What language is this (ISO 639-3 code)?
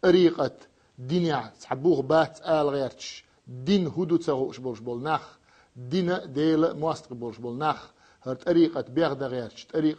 che